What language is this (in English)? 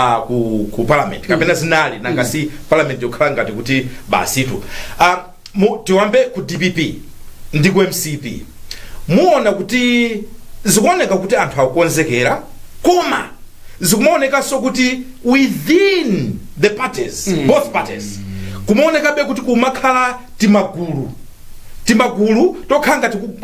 Nyanja